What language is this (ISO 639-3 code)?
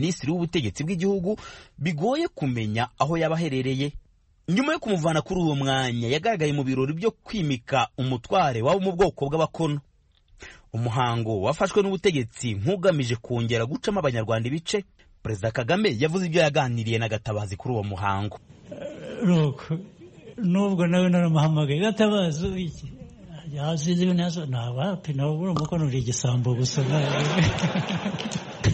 kin